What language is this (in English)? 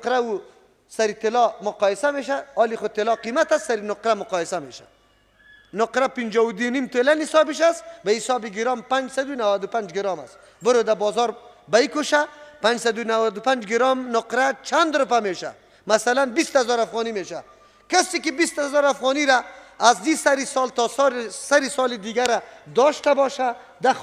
Persian